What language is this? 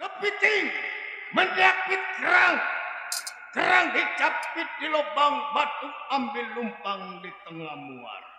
Betawi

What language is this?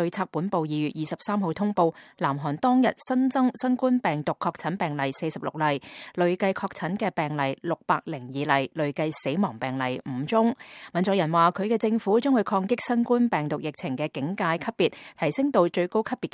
Cantonese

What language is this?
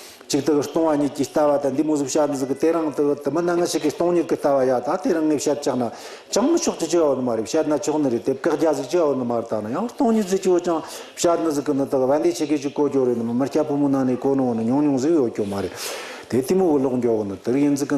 Tibetan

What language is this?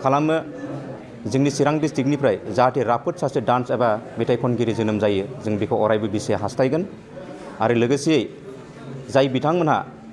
Bodo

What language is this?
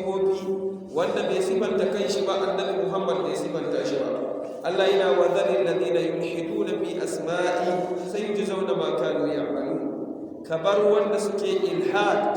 Hausa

